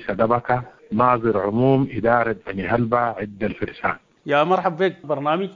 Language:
Sudanese Arabic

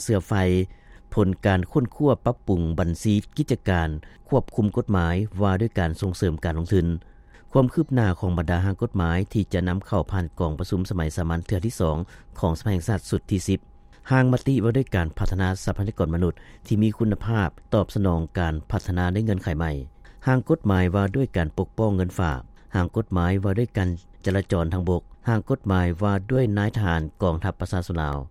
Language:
Lao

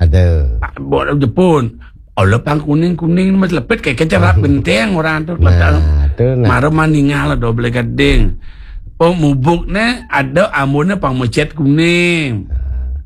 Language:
Balinese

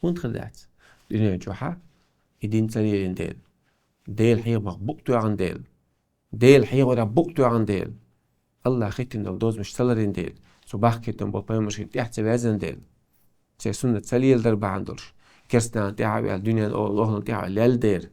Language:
Chechen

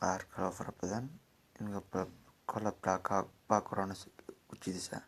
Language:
Somali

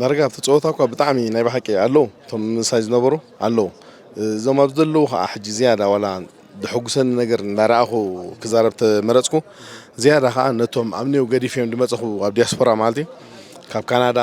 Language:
Tigrinya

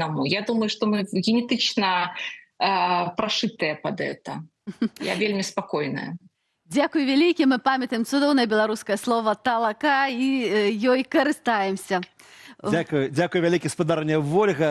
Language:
Belarusian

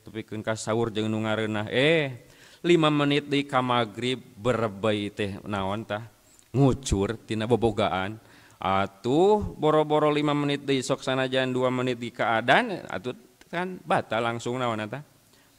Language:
Sundanese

